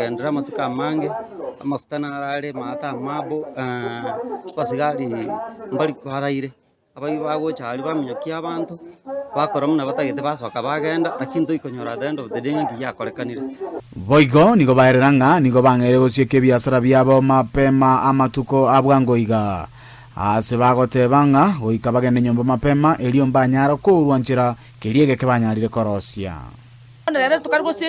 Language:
Gusii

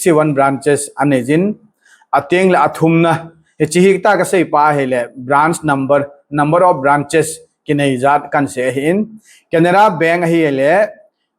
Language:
Thado Chin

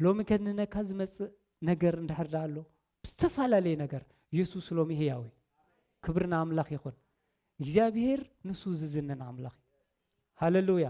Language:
Tigrinya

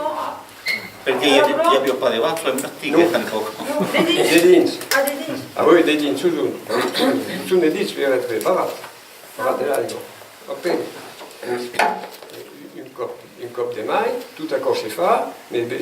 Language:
Occitan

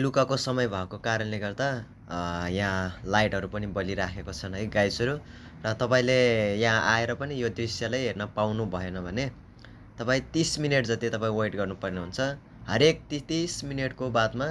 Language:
Nepali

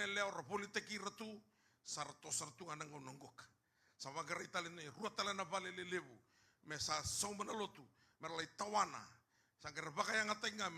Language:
Fijian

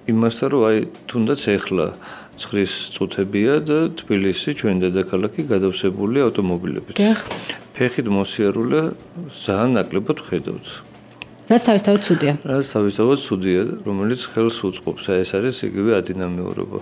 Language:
Georgian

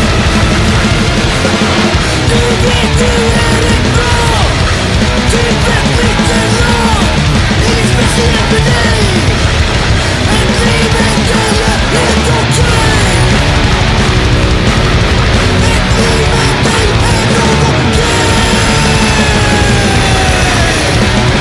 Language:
Swedish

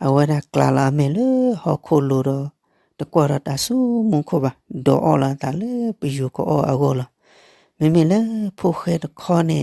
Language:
S'gaw Karen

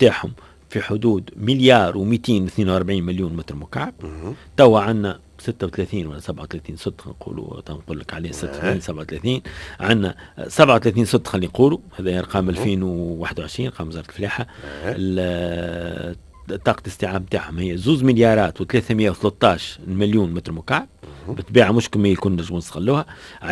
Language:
Tunisian Arabic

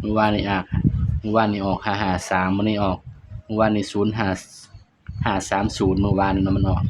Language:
Northeastern Thai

